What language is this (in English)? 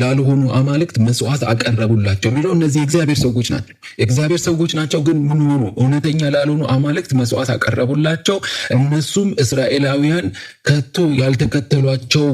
Amharic